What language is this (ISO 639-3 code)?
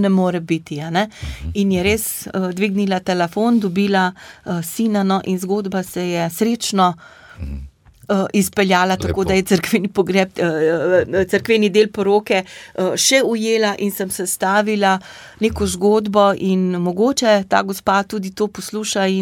slv